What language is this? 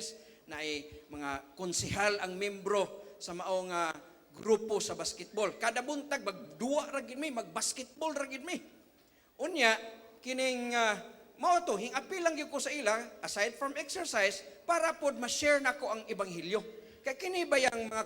Cebuano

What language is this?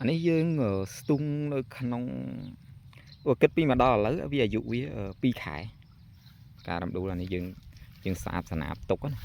Khmer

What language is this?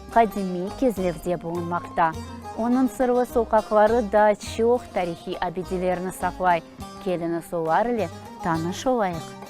Crimean Tatar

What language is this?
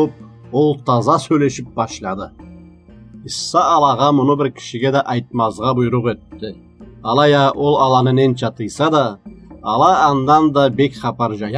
Karachay-Balkar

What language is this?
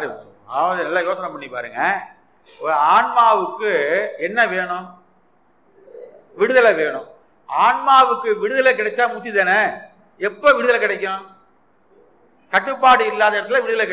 Tamil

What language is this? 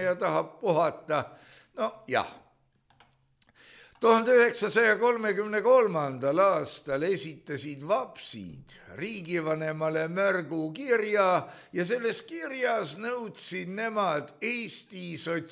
Estonian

